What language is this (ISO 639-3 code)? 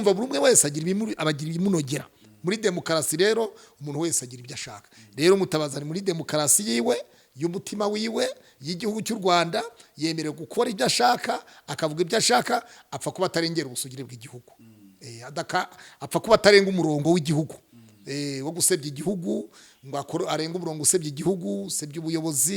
kin